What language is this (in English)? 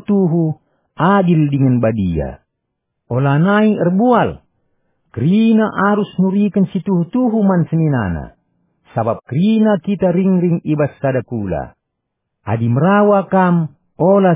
Batak Karo